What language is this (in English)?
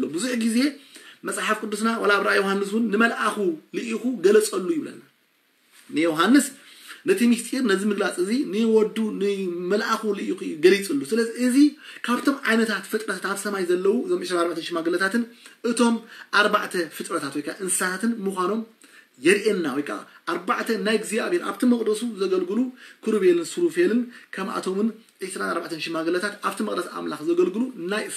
Tigrinya